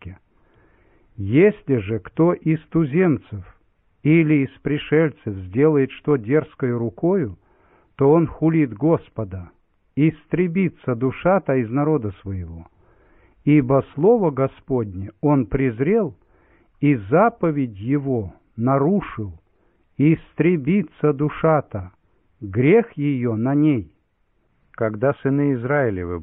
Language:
Russian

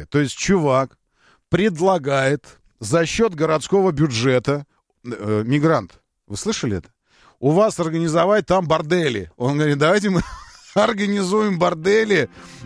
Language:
Russian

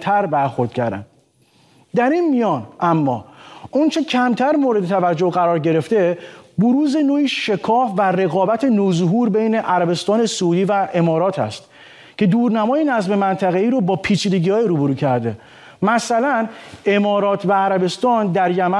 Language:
Persian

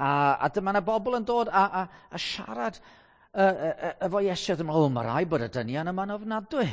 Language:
Welsh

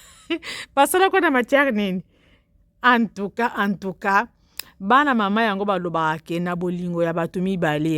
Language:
Lingala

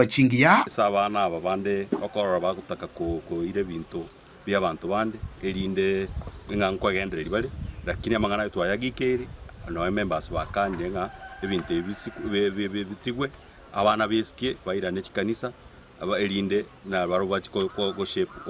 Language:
Gusii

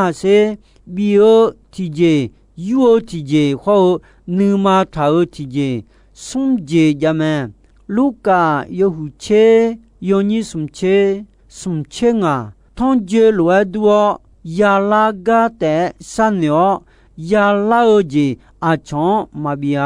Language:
Akha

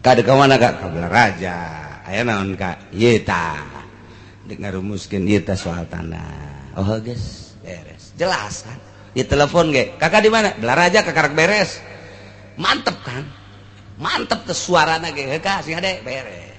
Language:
Sundanese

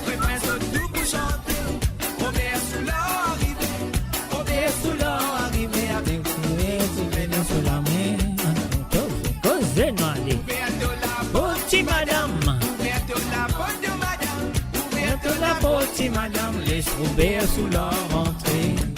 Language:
Morisyen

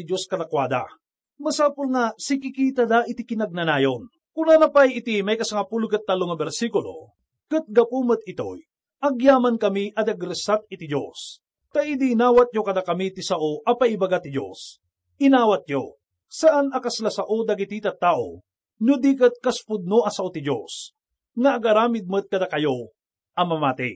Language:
Iloko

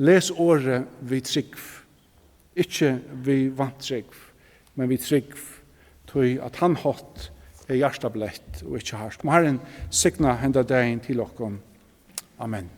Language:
Faroese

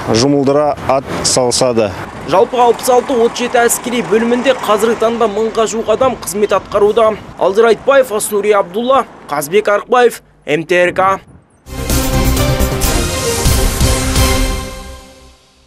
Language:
Kazakh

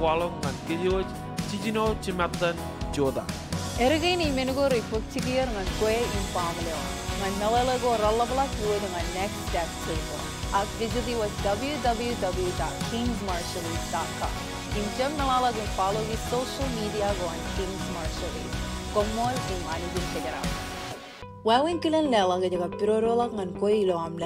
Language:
Marshallese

